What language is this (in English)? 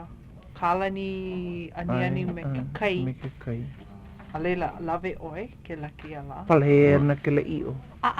Hawaiian